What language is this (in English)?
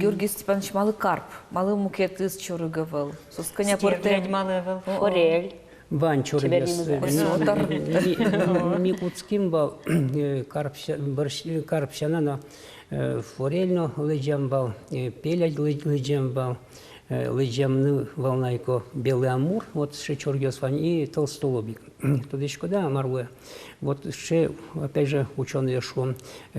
Udmurt